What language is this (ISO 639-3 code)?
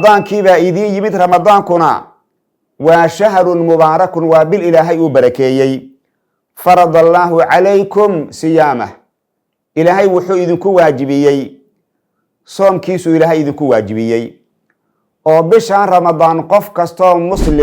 som